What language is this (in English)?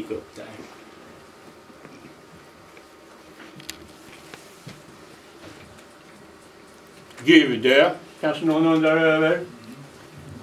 Swedish